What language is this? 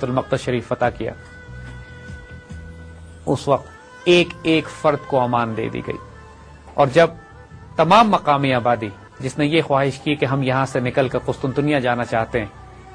Urdu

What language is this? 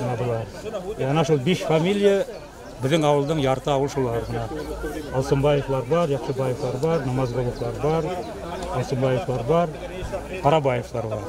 Bashkir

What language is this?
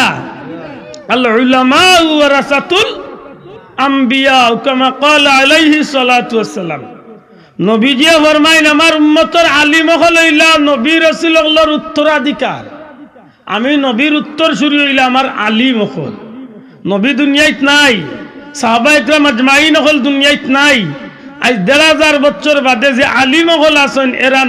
Sylheti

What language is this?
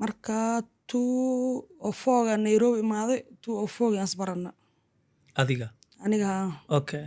Somali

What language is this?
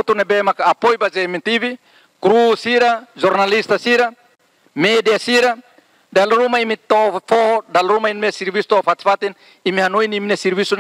Tetum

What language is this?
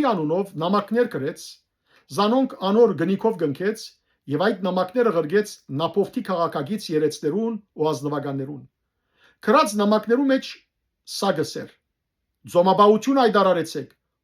Western Armenian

